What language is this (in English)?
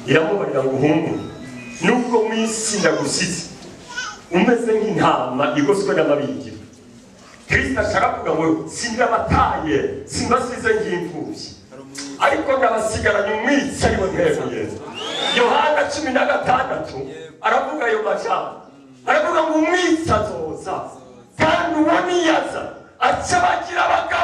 Rundi